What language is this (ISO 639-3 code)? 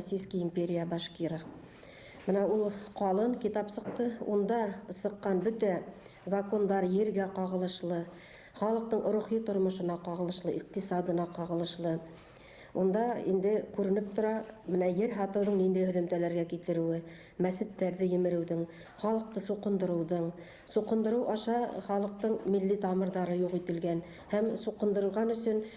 bak